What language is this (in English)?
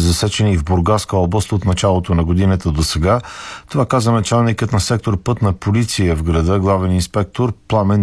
Bulgarian